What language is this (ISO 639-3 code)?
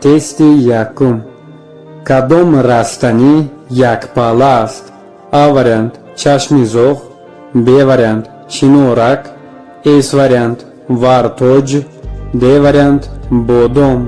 tgk